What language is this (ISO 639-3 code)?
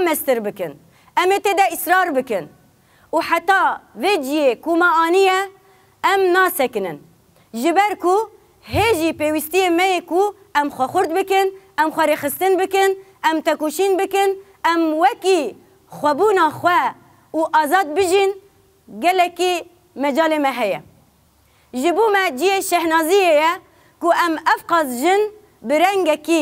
kur